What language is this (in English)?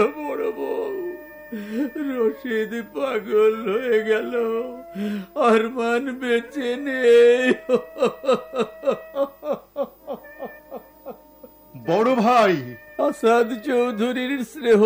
Bangla